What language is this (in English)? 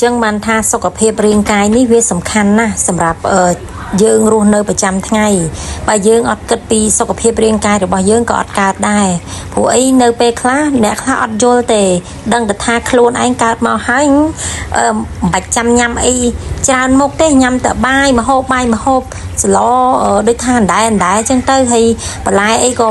Khmer